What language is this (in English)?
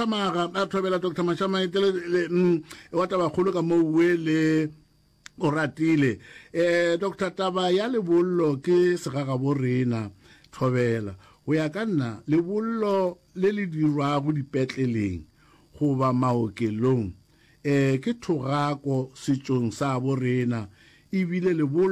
Northern Sotho